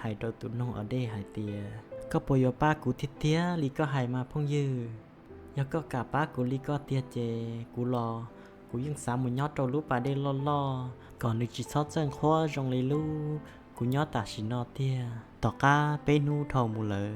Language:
Hmong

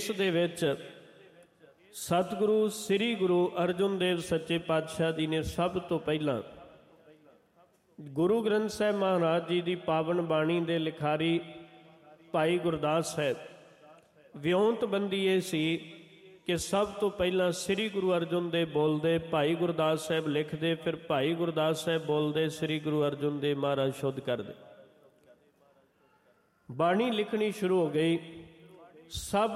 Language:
Punjabi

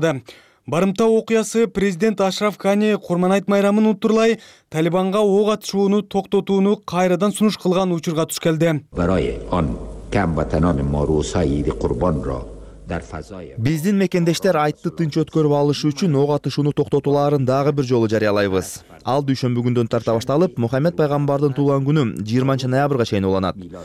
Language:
Kyrgyz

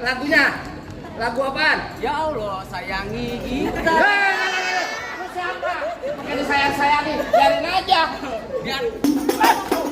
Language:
Betawi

